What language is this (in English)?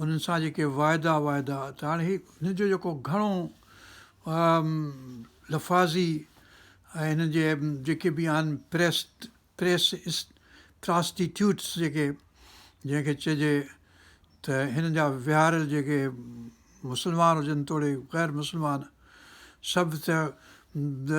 Sindhi